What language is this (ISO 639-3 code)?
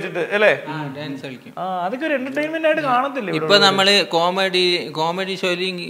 mal